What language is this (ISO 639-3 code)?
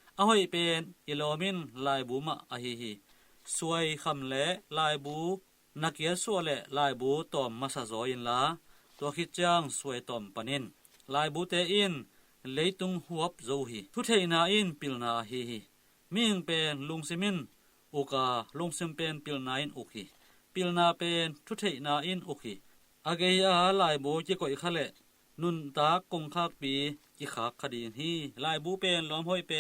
ctd